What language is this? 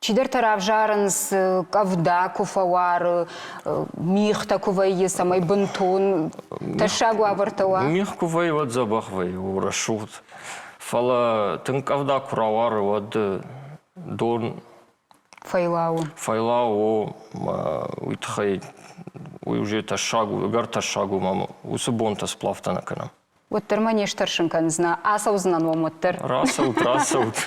Ossetic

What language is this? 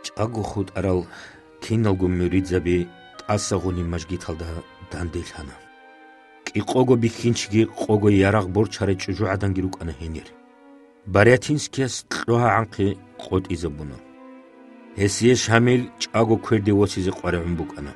Avaric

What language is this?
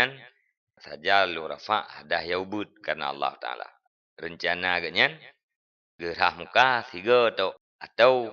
Achinese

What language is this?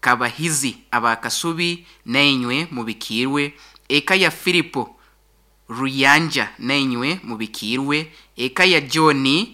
Nyoro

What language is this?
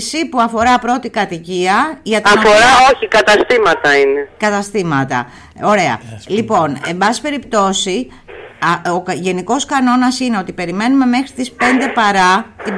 Greek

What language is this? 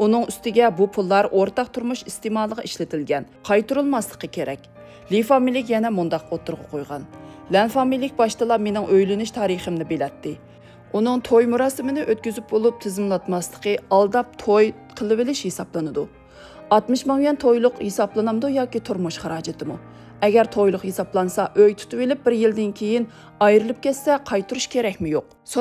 Uyghur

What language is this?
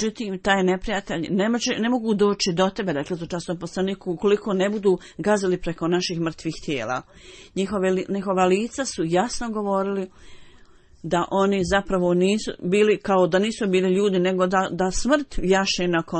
Bosnian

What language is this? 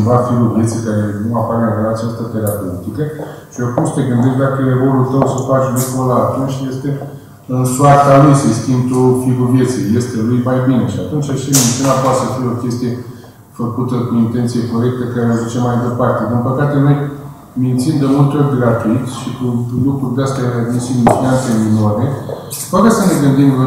Romanian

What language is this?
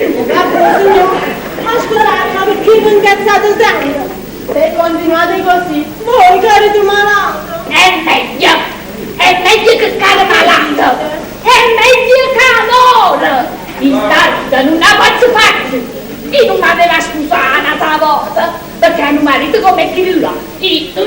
Neapolitan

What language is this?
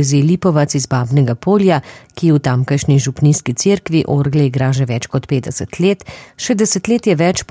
Slovenian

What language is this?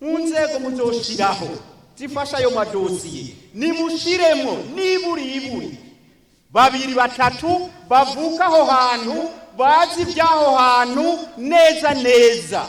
Rundi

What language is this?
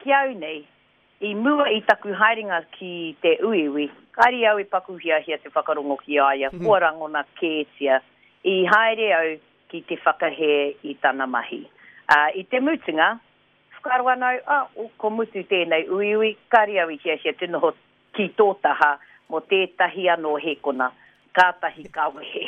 Māori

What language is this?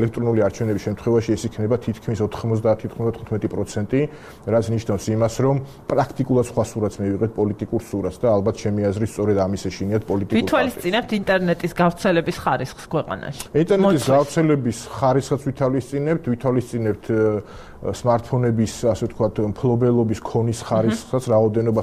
Georgian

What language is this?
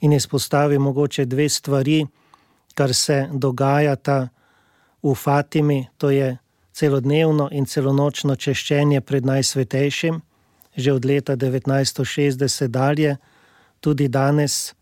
Slovenian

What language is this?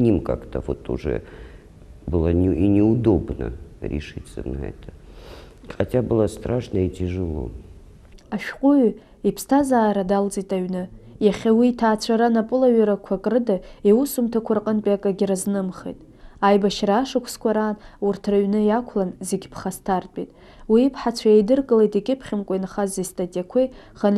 Abkhazian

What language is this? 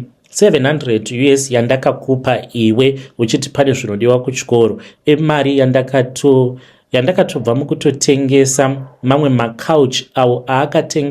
Shona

